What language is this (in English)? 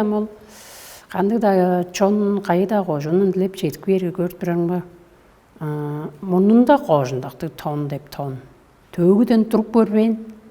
Tuvinian